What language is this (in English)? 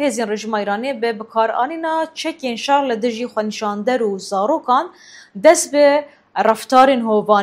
Kurdish